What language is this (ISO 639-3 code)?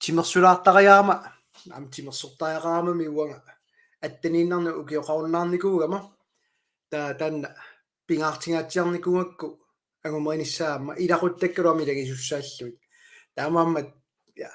kal